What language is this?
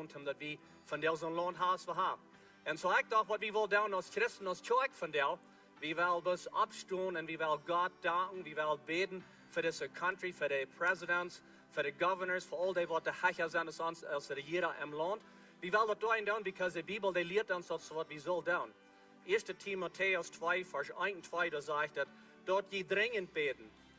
Plautdietsch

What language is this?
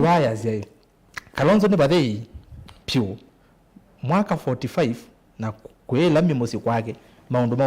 Kamba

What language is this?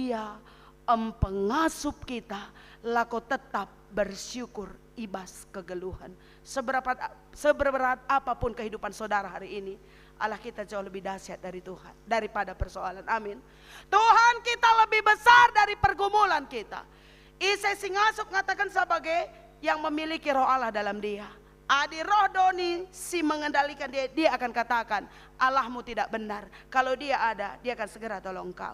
Batak Karo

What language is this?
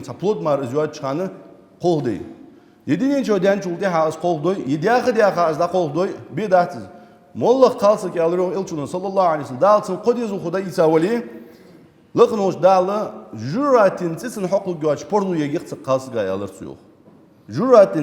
Ingush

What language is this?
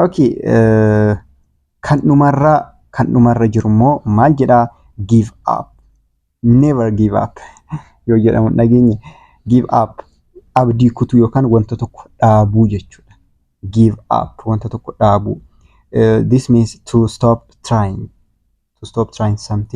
Oromo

